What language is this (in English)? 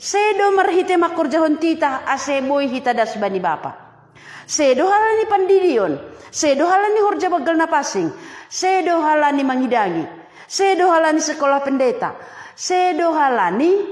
Batak Simalungun